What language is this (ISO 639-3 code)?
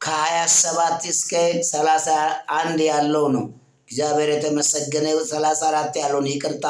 amh